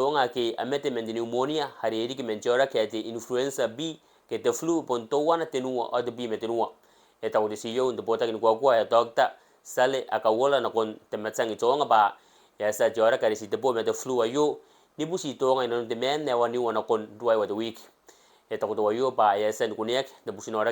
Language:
Gilbertese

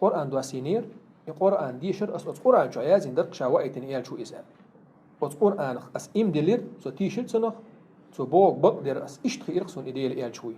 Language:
Chechen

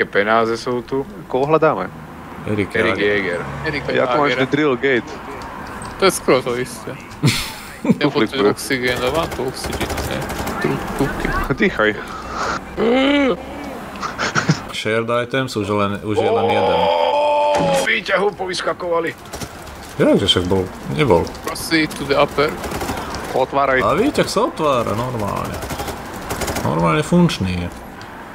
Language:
Slovak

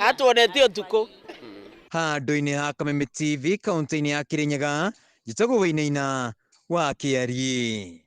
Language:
Kikuyu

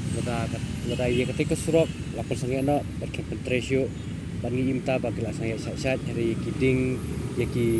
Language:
Khasi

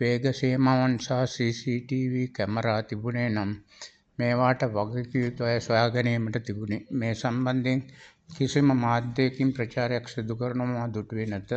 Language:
Sinhala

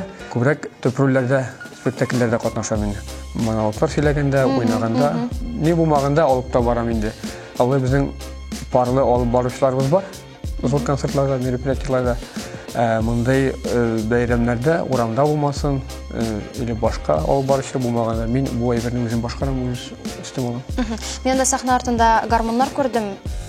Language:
Tatar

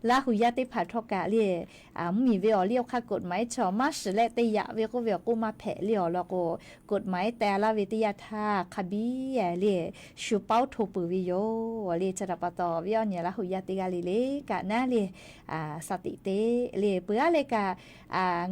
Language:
Lahu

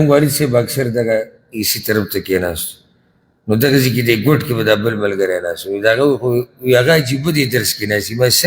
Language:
Pashto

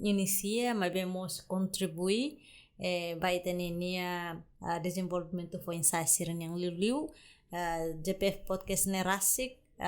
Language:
Tetum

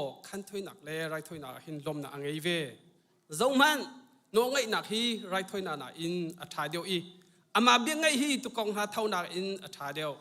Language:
Hakha Chin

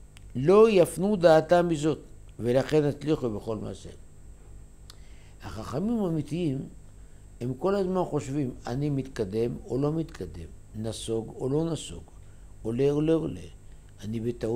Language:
Hebrew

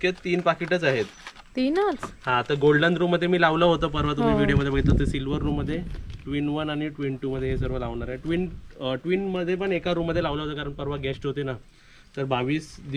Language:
Marathi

